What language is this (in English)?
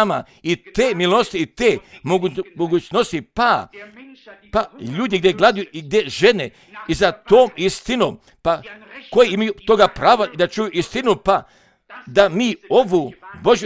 Croatian